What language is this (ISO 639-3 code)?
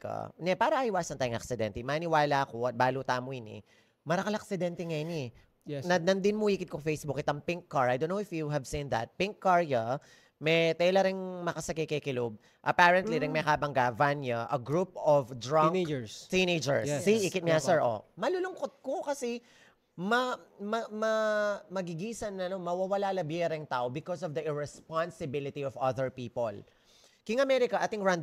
pam